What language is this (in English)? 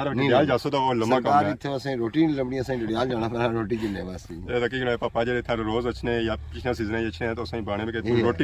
Pahari-Potwari